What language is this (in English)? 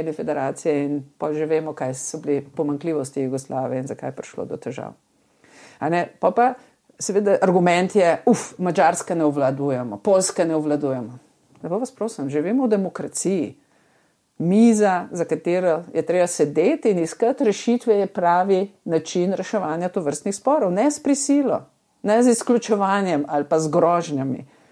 Slovenian